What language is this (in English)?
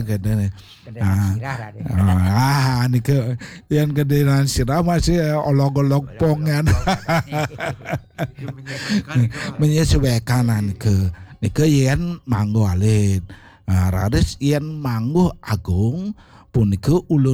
Balinese